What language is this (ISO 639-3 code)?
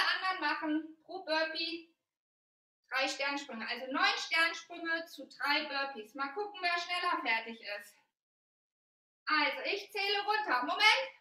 deu